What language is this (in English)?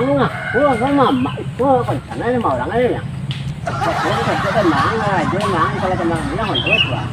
Minangkabau